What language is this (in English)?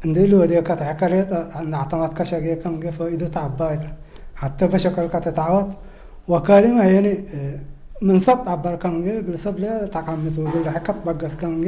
Tigre